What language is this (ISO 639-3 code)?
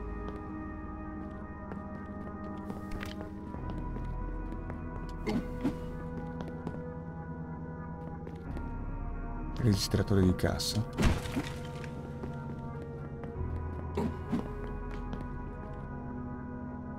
ita